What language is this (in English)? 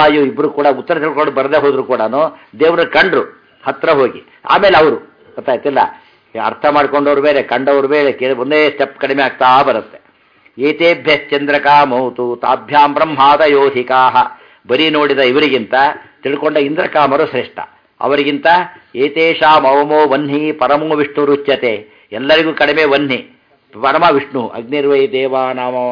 Kannada